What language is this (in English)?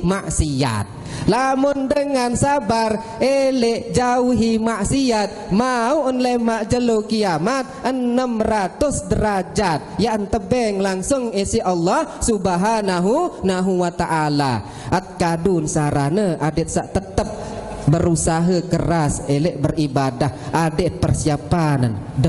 Sasak